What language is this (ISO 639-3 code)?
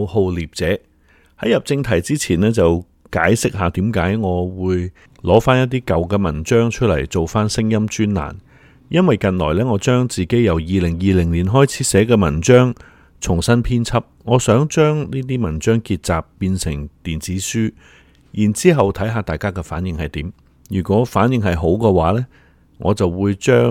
yue